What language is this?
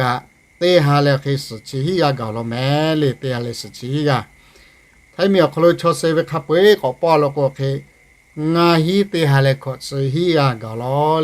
Lahu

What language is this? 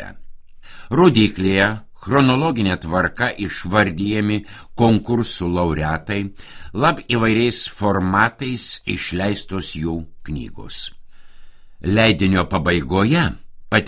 Lithuanian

